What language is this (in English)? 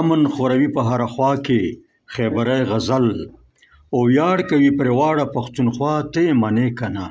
Pashto